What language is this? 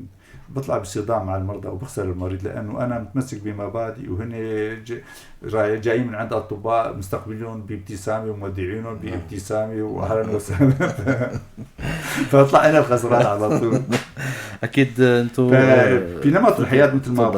North Levantine Arabic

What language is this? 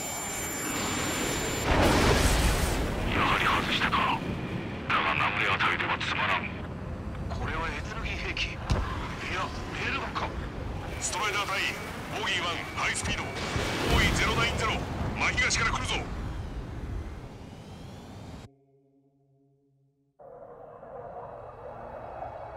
Japanese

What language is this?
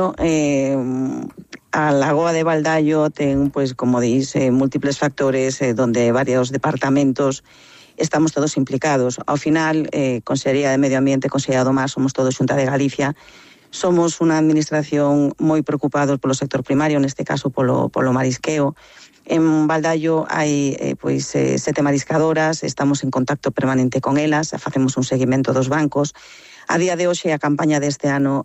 Galician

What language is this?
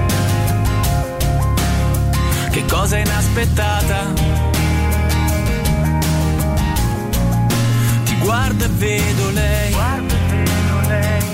Italian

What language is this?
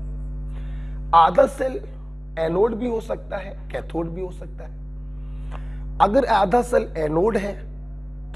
Hindi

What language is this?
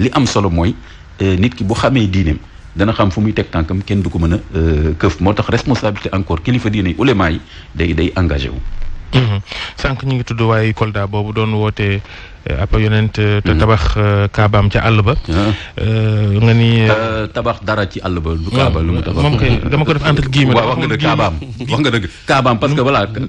Wolof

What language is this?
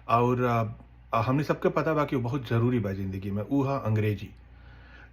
Bhojpuri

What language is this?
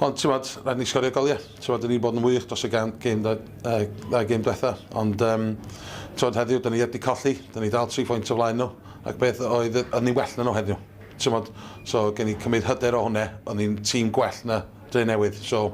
Welsh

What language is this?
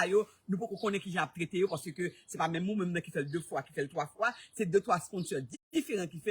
Haitian Creole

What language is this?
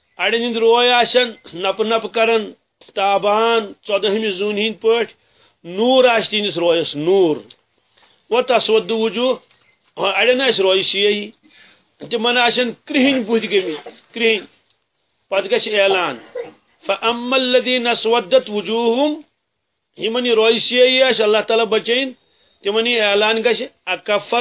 Kashmiri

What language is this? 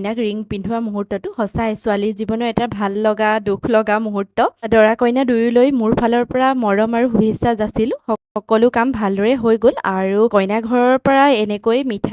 Assamese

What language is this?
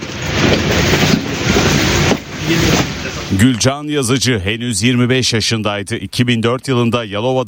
Turkish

